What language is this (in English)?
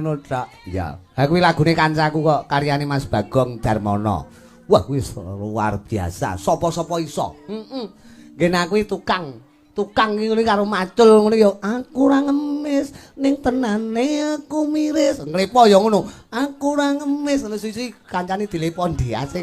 Javanese